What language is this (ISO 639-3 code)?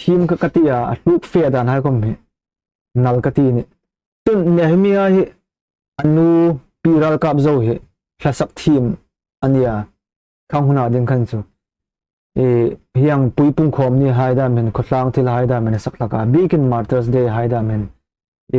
hmr